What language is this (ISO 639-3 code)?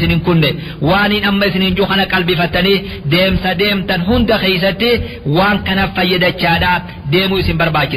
orm